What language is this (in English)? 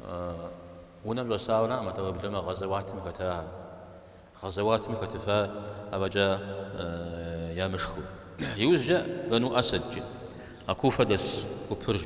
Kabardian